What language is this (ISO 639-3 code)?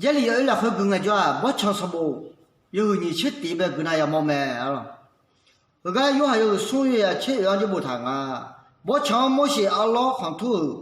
ahk